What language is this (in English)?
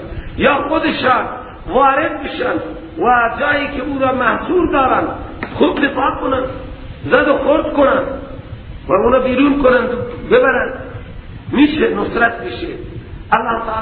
Persian